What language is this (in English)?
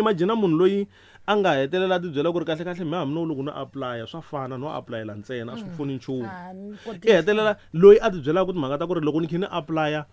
Tsonga